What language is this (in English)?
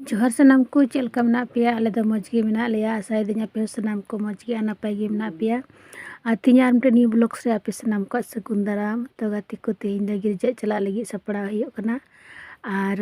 Santali